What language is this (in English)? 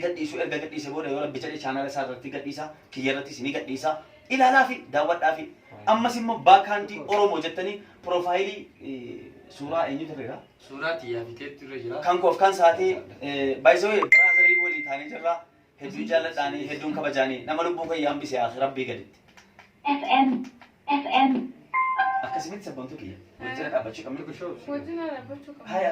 Oromo